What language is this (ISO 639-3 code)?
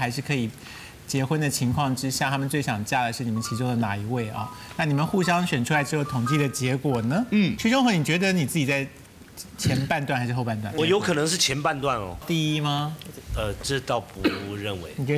zho